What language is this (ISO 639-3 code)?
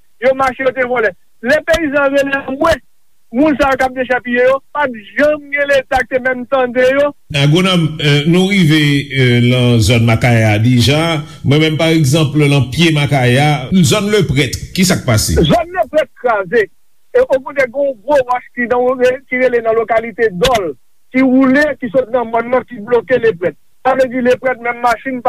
hat